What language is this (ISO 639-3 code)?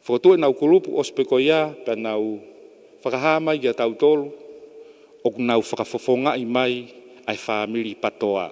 ton